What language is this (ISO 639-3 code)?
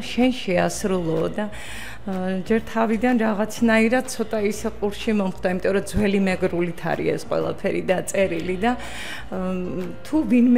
kat